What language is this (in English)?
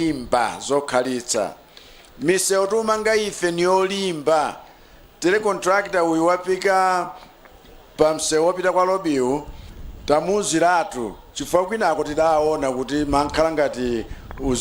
Nyanja